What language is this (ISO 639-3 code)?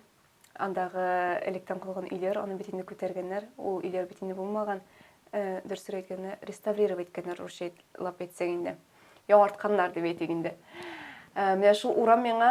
tat